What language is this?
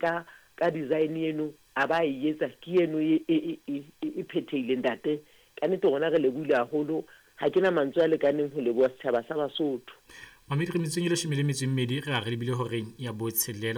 Southern Sotho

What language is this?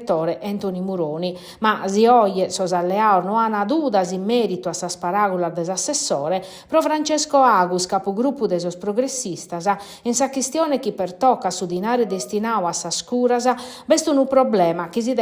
Sardinian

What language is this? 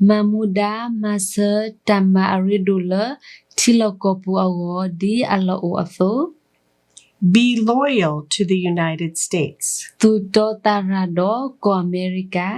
S'gaw Karen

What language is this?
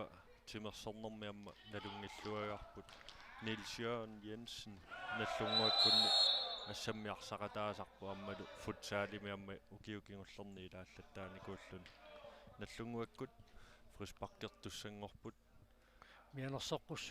Kalaallisut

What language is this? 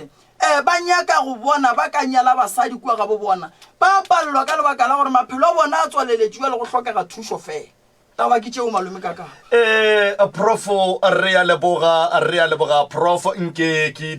Northern Sotho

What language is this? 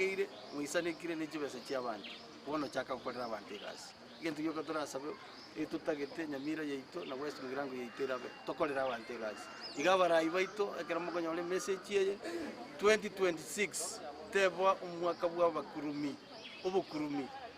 Gusii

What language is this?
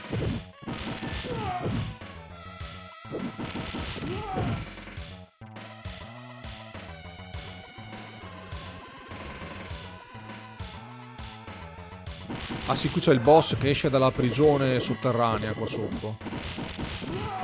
Italian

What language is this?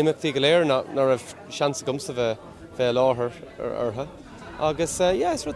Irish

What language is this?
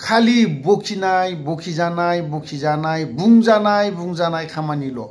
Bodo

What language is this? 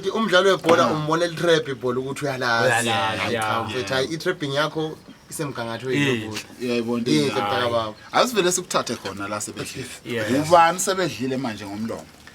Zulu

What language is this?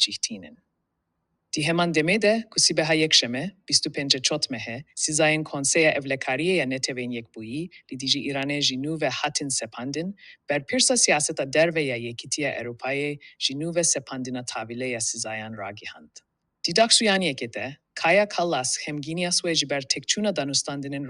Kurdish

